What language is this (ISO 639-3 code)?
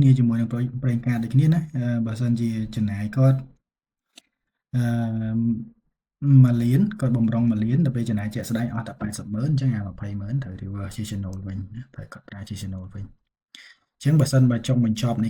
khm